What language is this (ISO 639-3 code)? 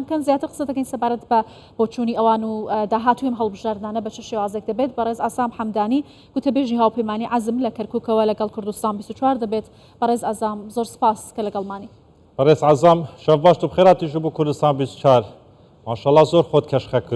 ckb